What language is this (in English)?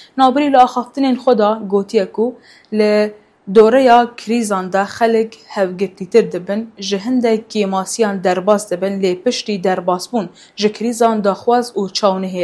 Kurdish